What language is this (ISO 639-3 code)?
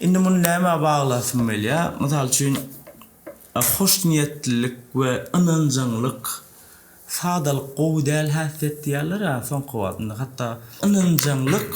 tuk